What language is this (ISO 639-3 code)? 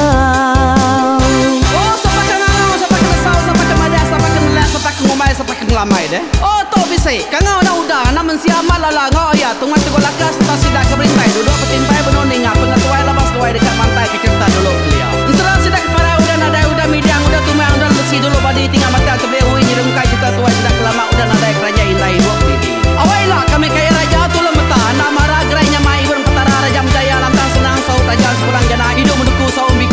iba